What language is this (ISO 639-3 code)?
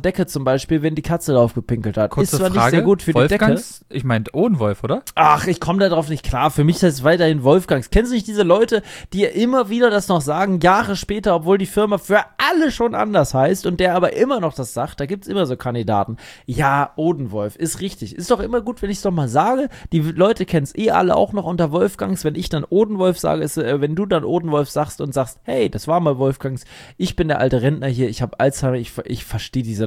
deu